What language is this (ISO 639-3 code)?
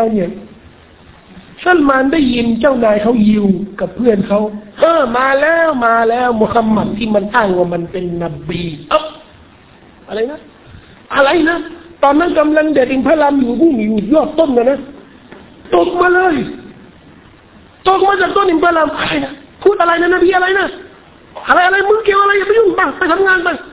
tha